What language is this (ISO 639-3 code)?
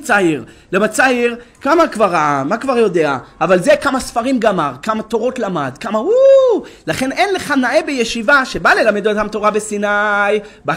heb